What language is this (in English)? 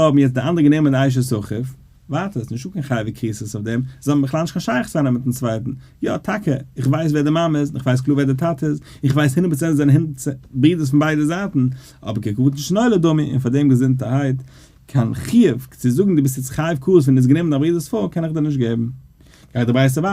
Yiddish